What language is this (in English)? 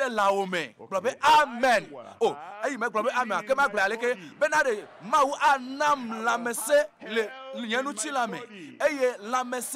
Ewe